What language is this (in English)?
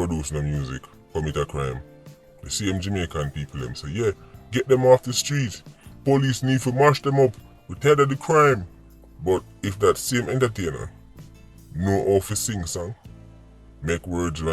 Jamaican Creole English